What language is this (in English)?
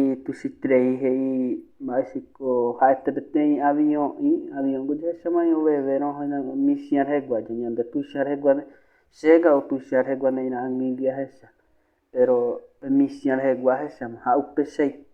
Guarani